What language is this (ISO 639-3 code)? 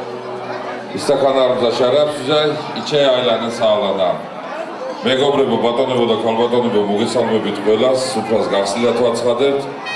aze